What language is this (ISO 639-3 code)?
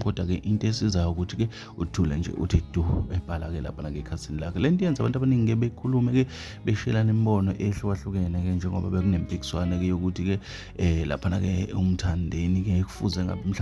zul